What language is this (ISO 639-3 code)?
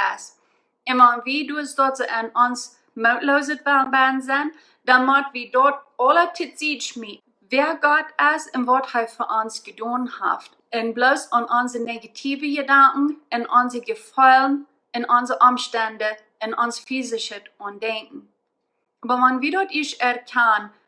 pdt